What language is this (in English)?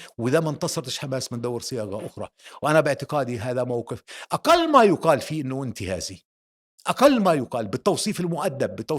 North Levantine Arabic